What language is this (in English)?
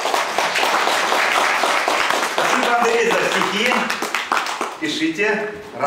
Russian